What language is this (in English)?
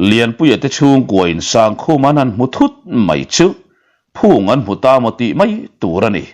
Mizo